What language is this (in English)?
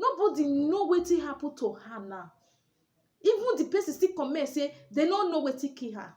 Nigerian Pidgin